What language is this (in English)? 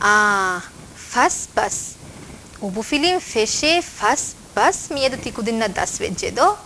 Divehi